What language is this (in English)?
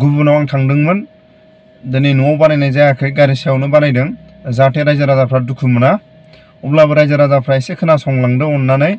Bodo